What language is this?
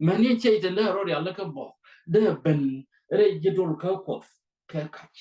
Nuer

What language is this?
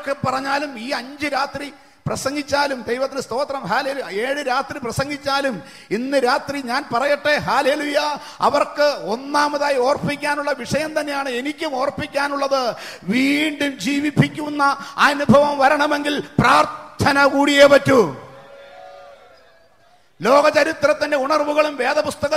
Malayalam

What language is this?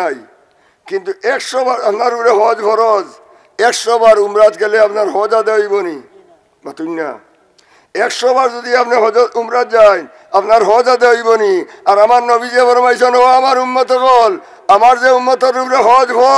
Sylheti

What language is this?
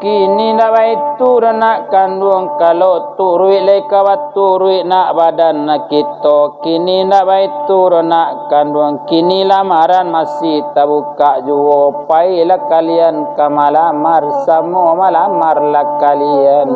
Minangkabau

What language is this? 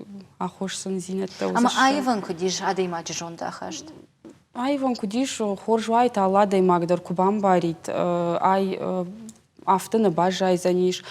Ossetic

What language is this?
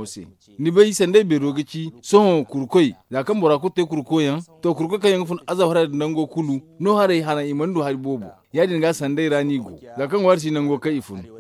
Zarma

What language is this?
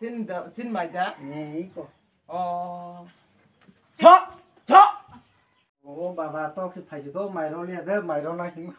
Kok Borok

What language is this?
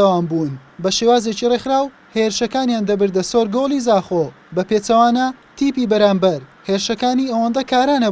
Central Kurdish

